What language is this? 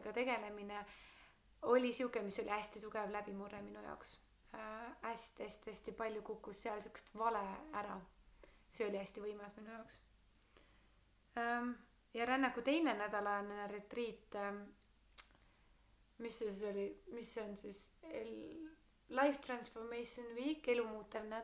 Estonian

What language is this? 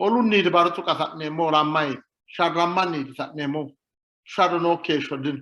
Sidamo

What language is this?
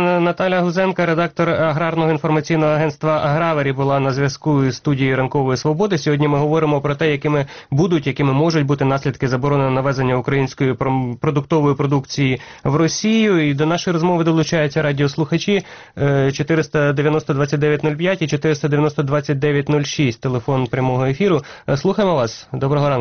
Ukrainian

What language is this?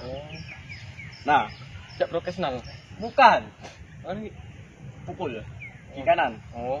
Musi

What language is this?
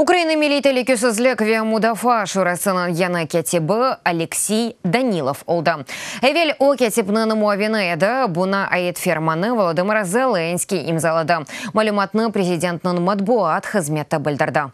Crimean Tatar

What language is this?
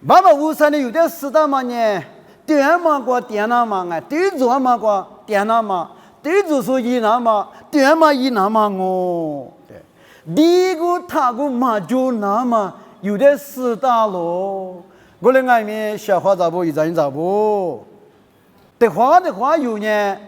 Lisu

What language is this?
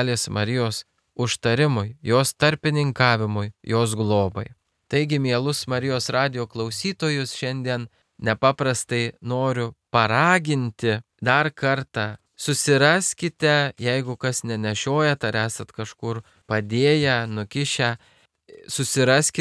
Lithuanian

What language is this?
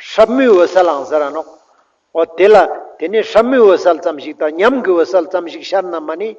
Ladakhi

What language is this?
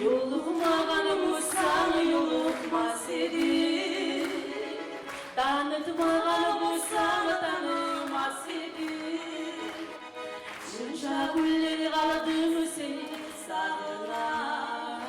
Kumyk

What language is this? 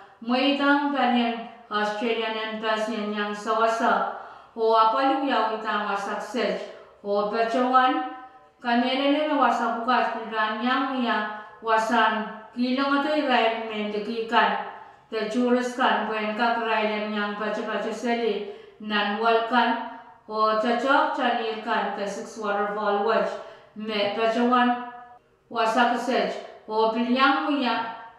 Pohnpeian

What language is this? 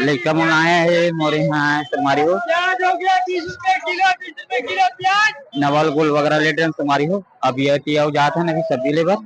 Chhattisgarhi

